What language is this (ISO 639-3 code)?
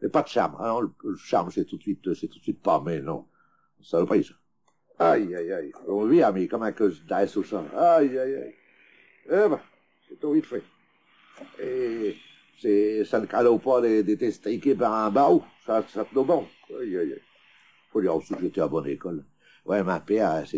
pcd